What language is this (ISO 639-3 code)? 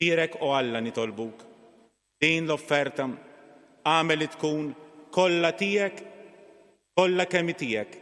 mlt